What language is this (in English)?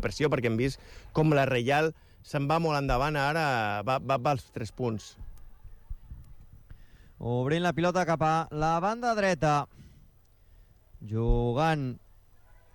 Catalan